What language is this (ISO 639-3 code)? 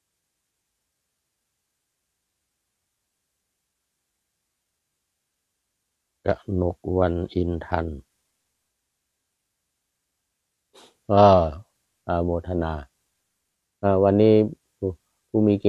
tha